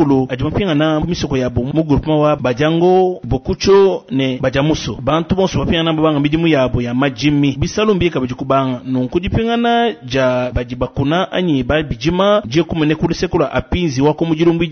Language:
Luba-Lulua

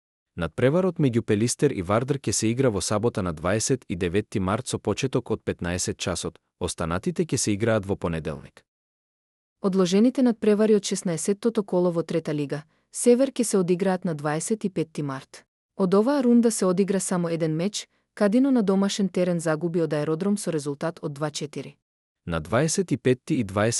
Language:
Macedonian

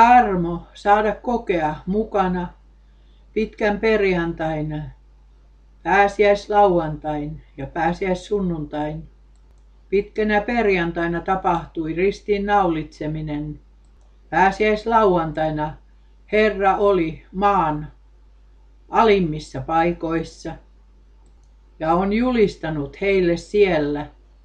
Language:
Finnish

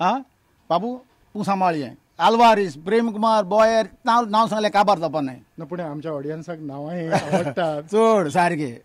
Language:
Konkani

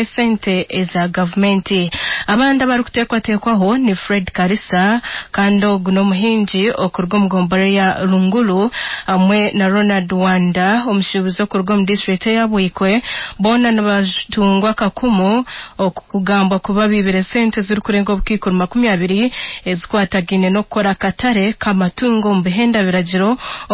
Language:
Nyankole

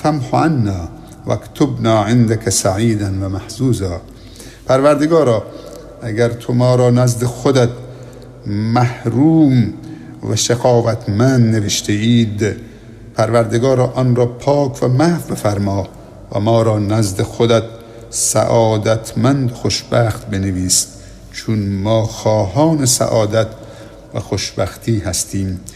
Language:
Persian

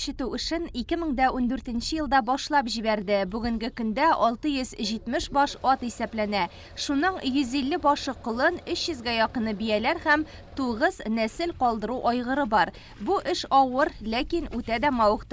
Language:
Tatar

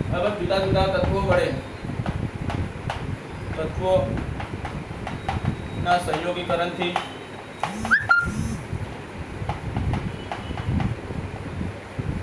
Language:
Gujarati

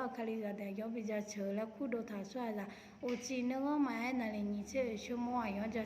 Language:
Akha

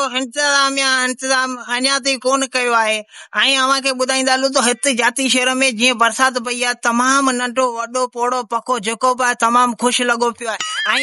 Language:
Sindhi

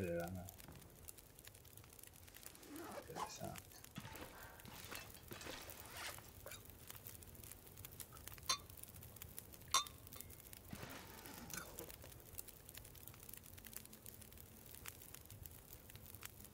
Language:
Romanian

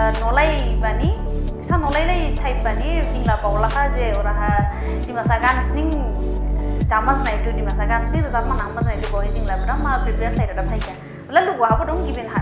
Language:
Dimasa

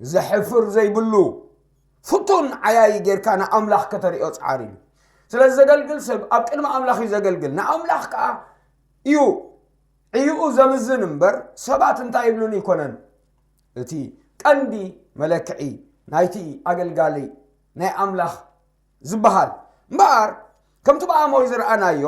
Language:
Tigrinya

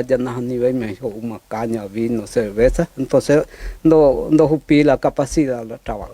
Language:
Guarani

